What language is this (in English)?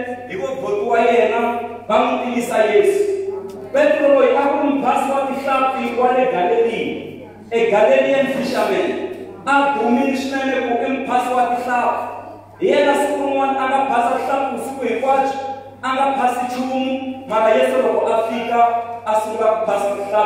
Tsonga